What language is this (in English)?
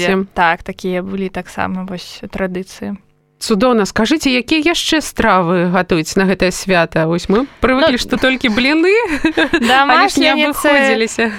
Belarusian